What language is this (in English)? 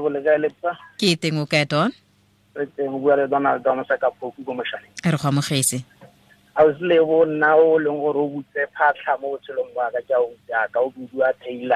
Tswana